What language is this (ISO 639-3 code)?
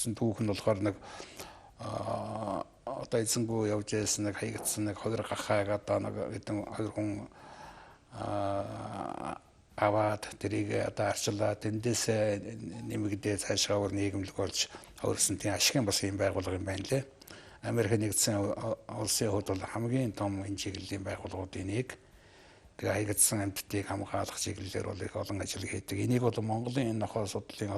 mon